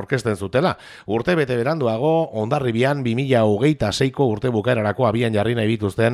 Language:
Basque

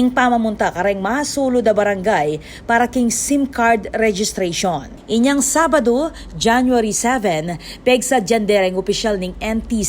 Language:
Pampanga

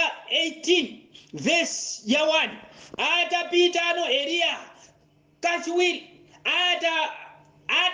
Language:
Nyanja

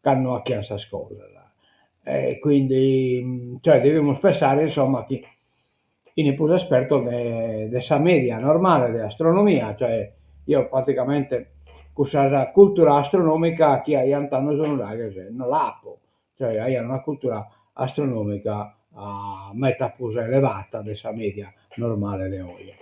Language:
Sardinian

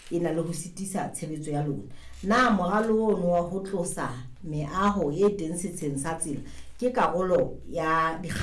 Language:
Southern Sotho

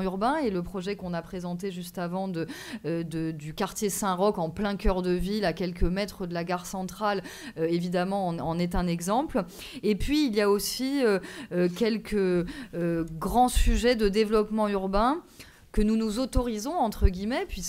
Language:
French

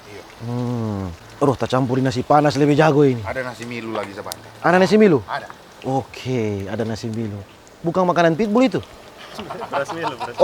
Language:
Manado Malay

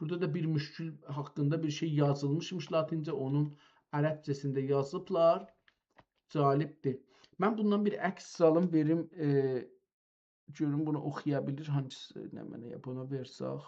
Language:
South Azerbaijani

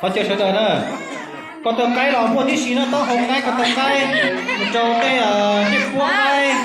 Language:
Hmong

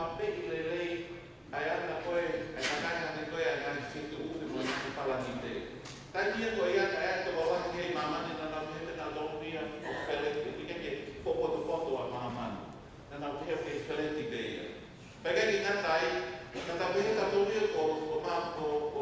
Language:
Tongan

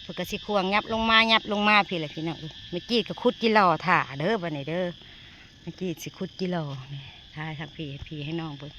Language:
Northeastern Thai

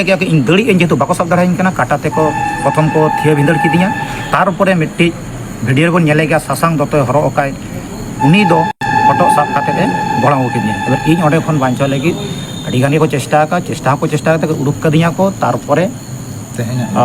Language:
Santali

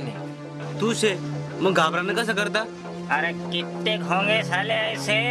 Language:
Marathi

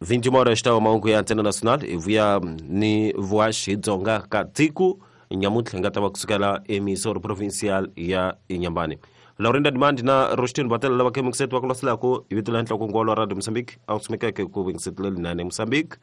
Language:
Tsonga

